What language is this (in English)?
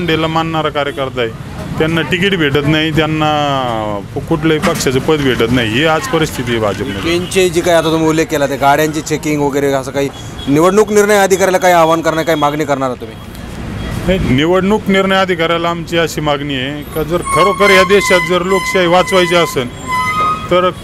Marathi